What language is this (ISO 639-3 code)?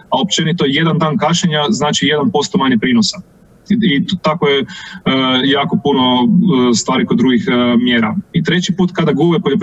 hrv